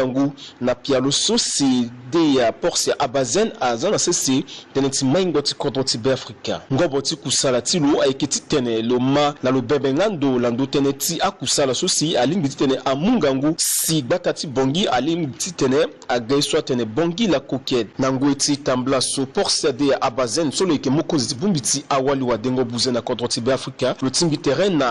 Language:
Sango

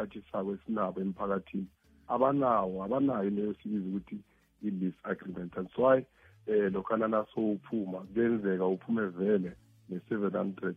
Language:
South Ndebele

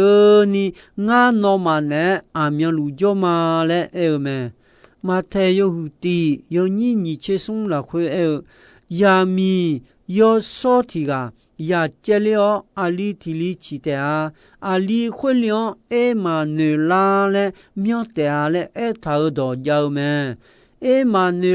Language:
Akha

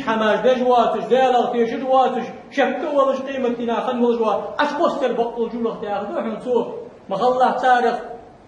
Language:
Ingush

